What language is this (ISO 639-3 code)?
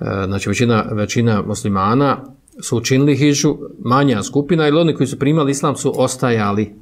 bos